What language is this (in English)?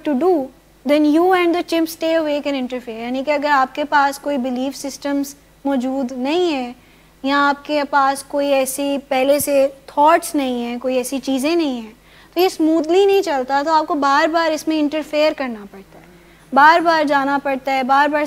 Urdu